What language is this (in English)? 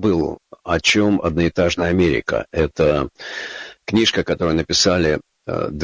Russian